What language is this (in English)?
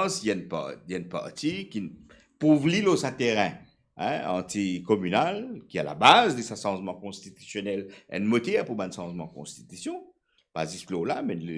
Morisyen